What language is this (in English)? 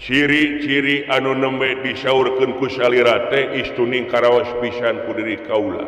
Sundanese